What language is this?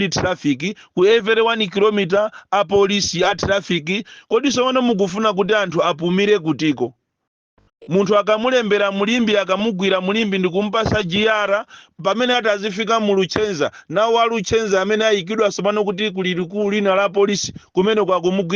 Nyanja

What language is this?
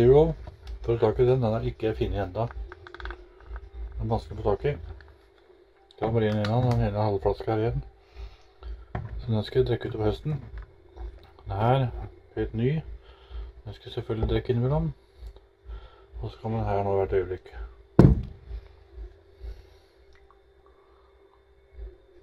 Norwegian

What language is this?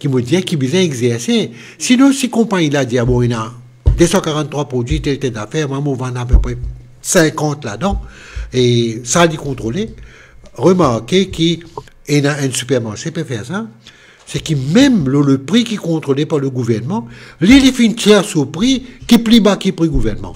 Morisyen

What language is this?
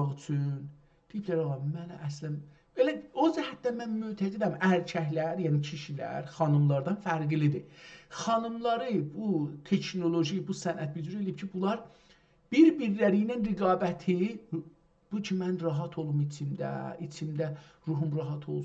South Azerbaijani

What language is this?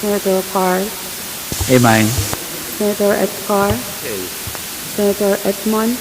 Pohnpeian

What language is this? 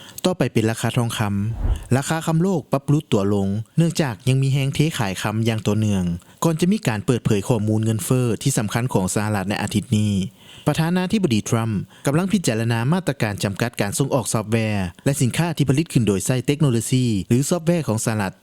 Lao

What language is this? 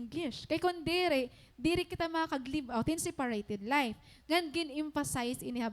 Waray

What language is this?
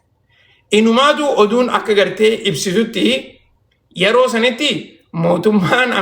Oromo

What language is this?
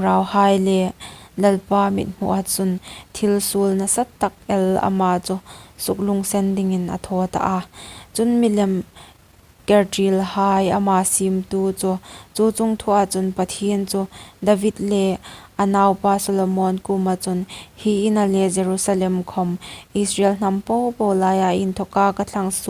Hmar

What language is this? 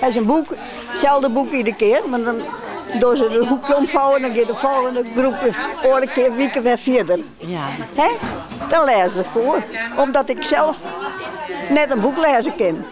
Western Frisian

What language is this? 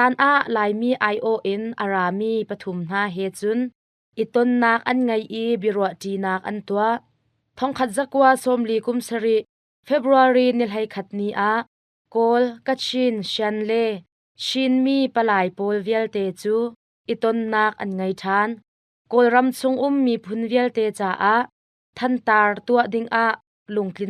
Hakha Chin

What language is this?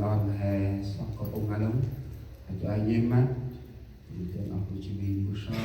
Central Mnong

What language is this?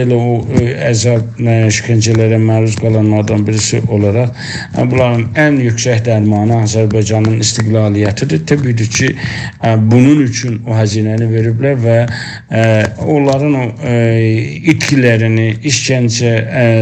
South Azerbaijani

